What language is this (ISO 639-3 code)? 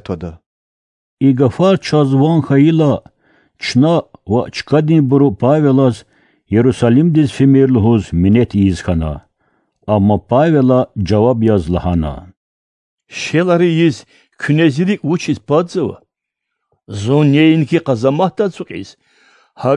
lez